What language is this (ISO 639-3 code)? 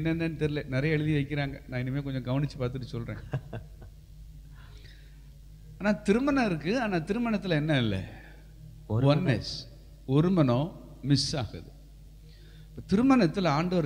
tam